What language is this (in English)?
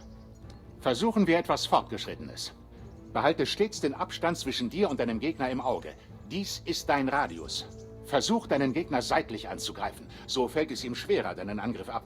Bavarian